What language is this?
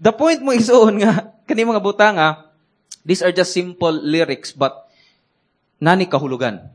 Cebuano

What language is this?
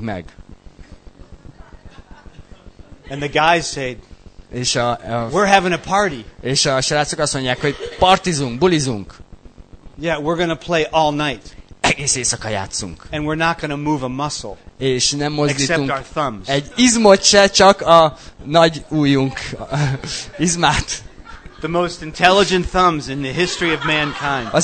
Hungarian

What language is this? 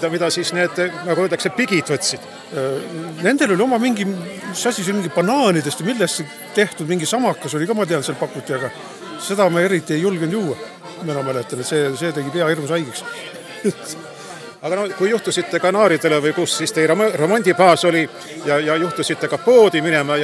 Estonian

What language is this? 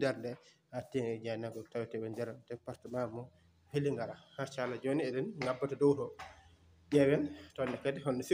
Fula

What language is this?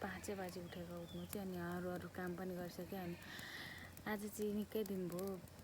Nepali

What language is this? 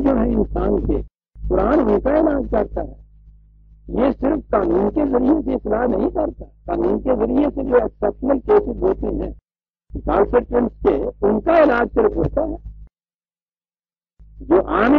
Urdu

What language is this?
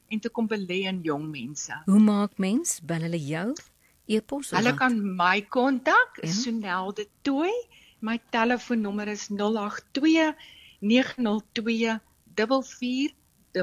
Afrikaans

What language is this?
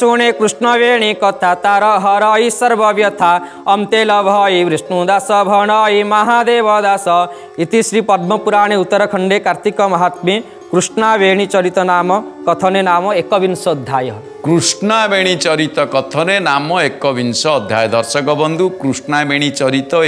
Odia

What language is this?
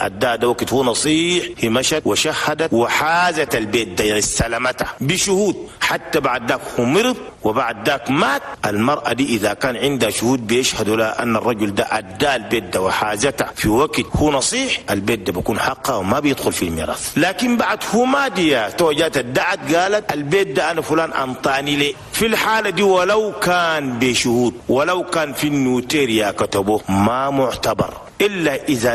Chadian Arabic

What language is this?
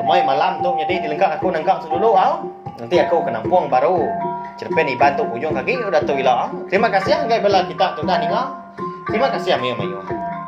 Iban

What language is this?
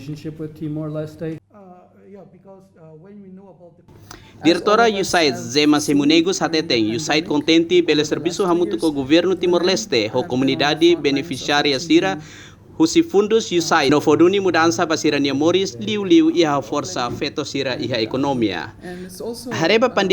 Tetum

